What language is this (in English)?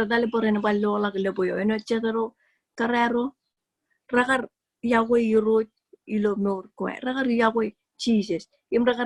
Marshallese